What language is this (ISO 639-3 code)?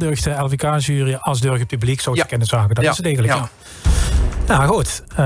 lim